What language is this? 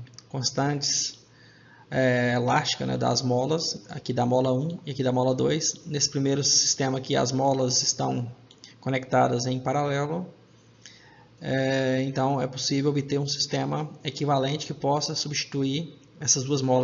Portuguese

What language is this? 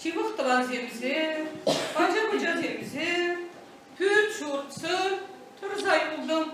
Chuvash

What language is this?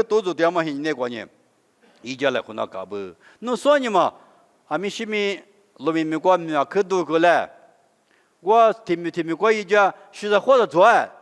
Lisu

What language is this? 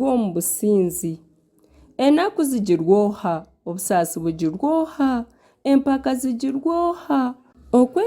Nyankole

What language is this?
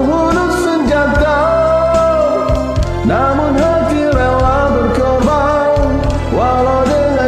Malay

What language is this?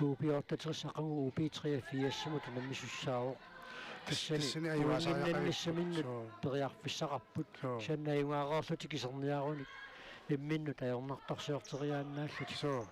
Kalaallisut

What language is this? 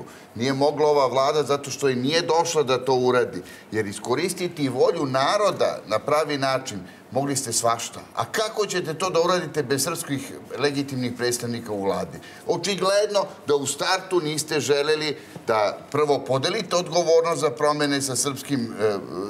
Serbian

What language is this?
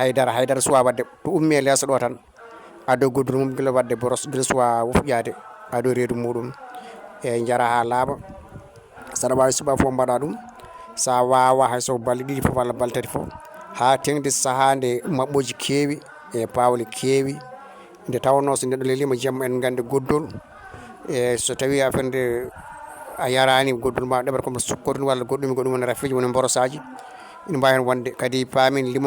Fula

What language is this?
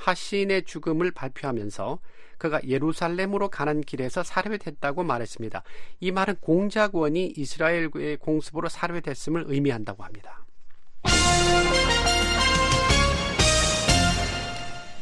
Korean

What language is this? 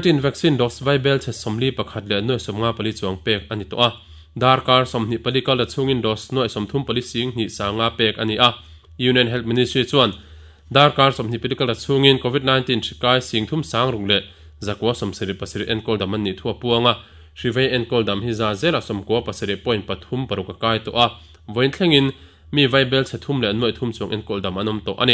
Mizo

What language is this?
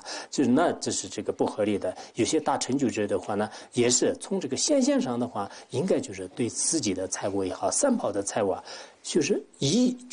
Chinese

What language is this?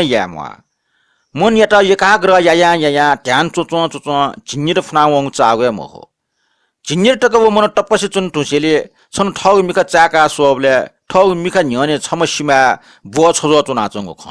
Newari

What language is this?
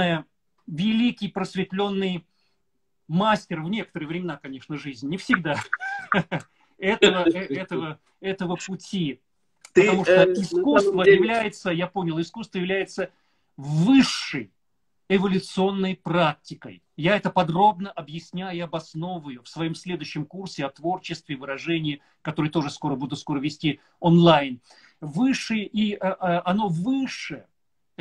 Russian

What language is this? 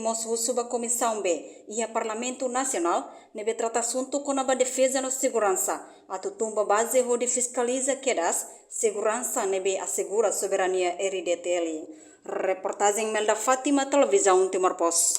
Tetum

